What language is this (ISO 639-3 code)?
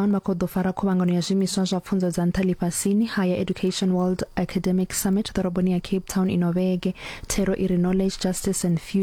ven